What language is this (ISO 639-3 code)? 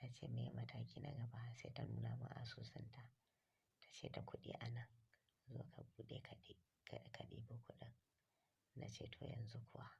hau